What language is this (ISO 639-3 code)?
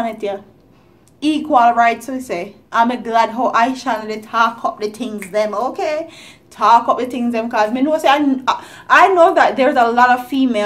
jam